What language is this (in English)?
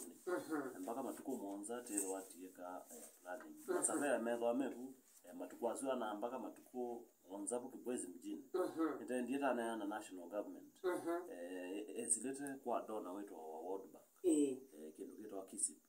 Kamba